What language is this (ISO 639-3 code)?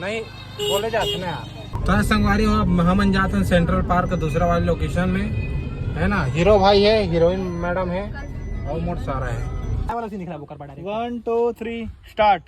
hne